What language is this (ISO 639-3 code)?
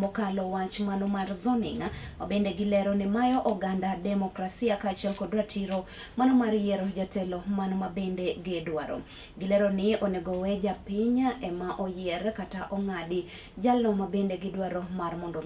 luo